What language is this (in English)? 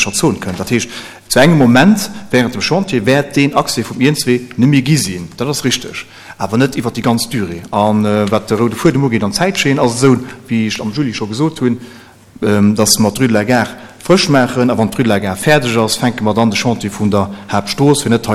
Luxembourgish